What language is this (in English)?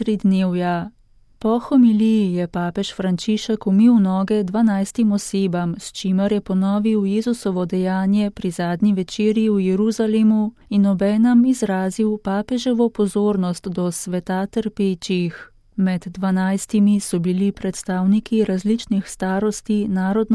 Slovenian